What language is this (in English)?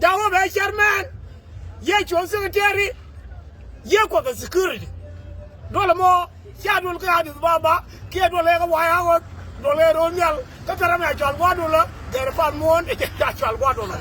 Nuer